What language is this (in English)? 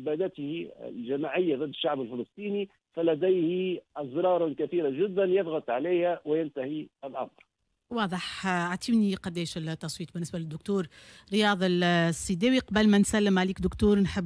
Tunisian Arabic